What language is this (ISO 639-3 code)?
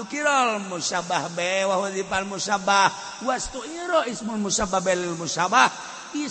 sun